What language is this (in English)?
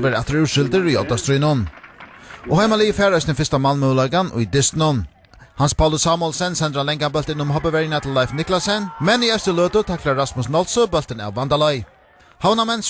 Faroese